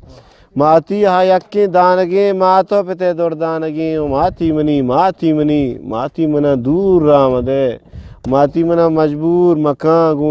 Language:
Eastern Balochi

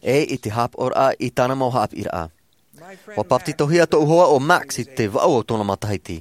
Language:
Tahitian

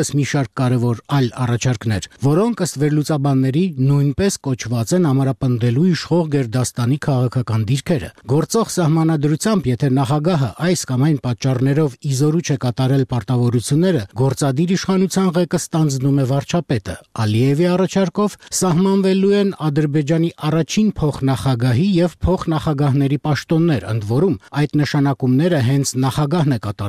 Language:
Armenian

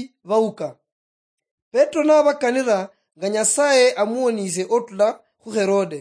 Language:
Luyia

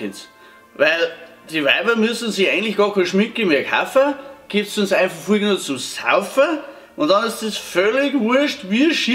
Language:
Bavarian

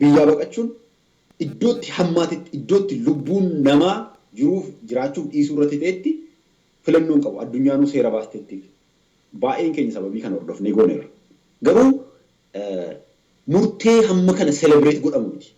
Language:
Oromo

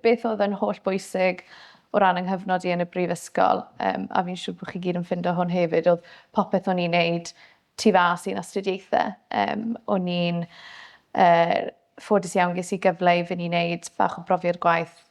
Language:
Welsh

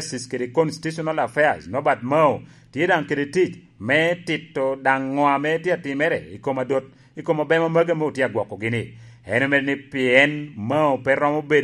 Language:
Lango (Uganda)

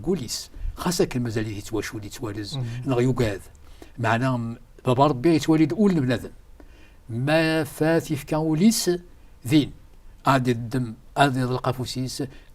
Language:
Kabyle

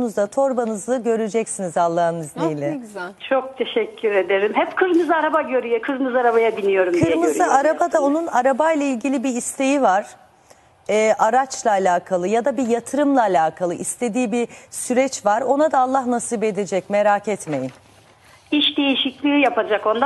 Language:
Turkish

